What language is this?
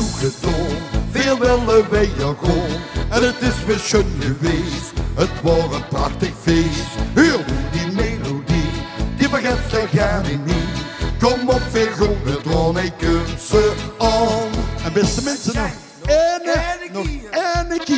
Limburgish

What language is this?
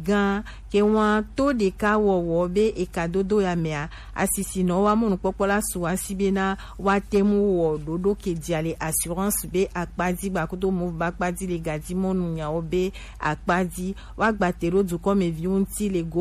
Gen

